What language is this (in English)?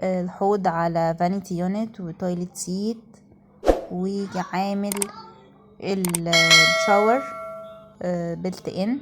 Egyptian Arabic